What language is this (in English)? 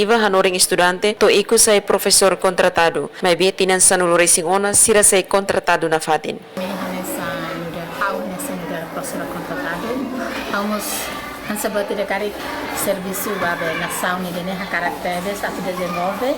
Tetum